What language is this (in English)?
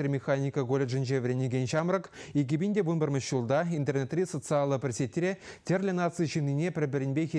Chuvash